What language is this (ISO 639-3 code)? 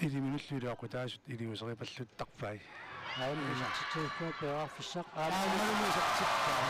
kal